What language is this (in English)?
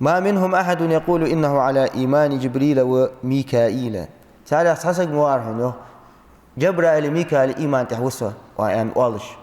Ingush